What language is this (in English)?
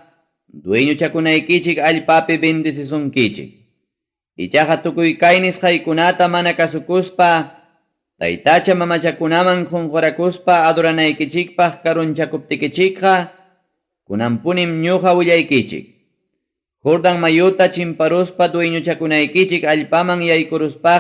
Ayacucho Quechua